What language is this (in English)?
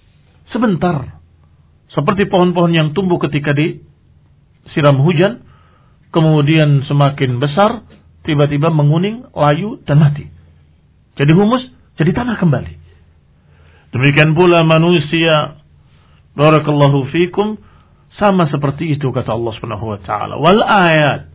Indonesian